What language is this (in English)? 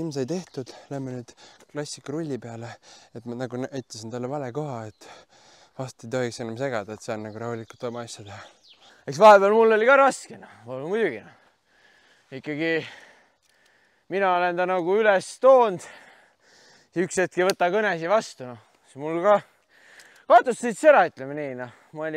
Estonian